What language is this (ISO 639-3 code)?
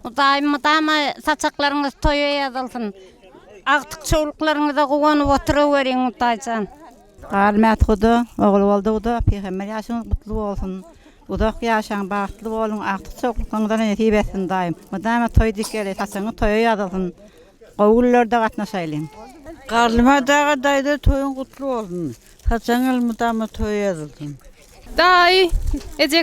tuk